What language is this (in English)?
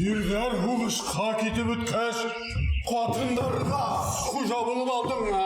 Bashkir